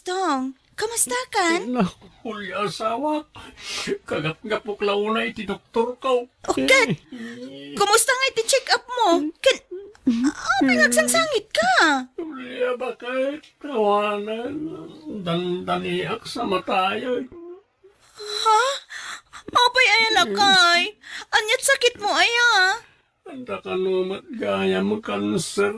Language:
Iloko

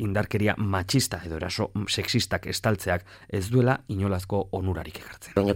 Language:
Basque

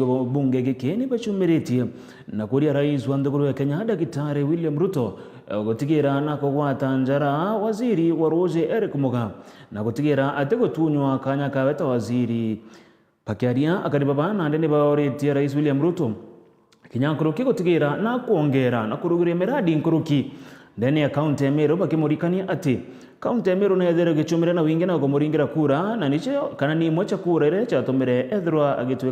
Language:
Meru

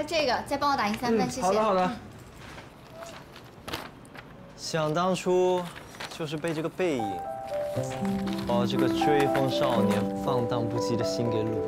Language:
Chinese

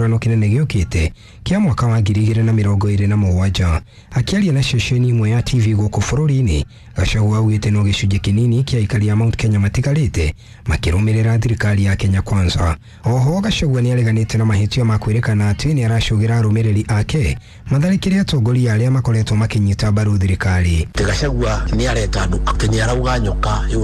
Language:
Kikuyu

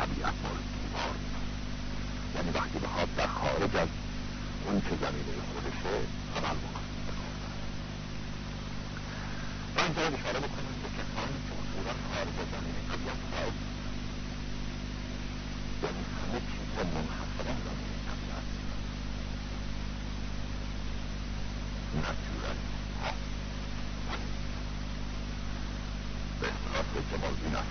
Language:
Persian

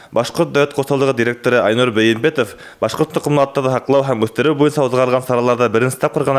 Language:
Bashkir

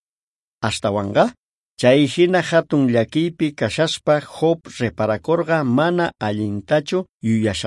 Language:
South Bolivian Quechua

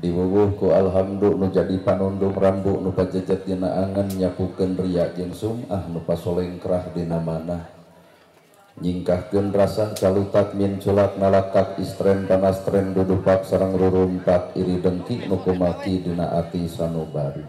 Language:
Sundanese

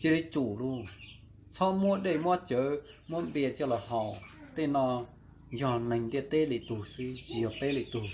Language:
Hmong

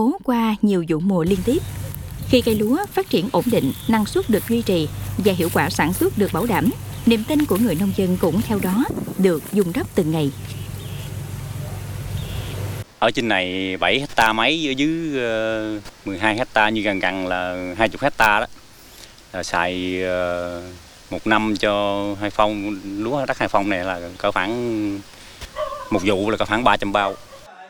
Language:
Vietnamese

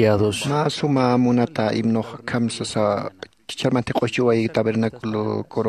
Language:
Aymara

